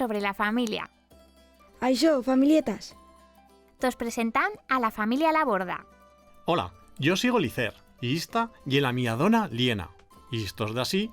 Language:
Aragonese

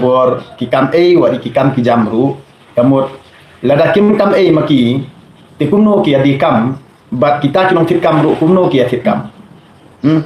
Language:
Khasi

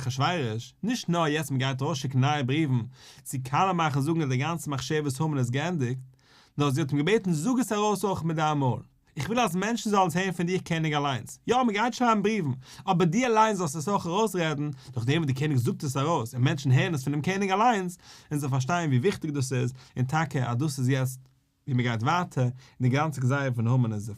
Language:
Yiddish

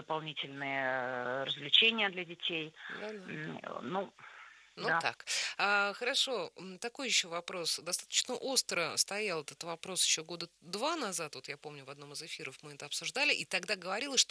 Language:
Russian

